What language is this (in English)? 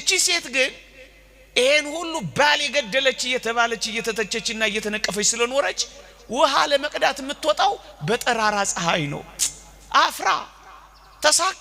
Amharic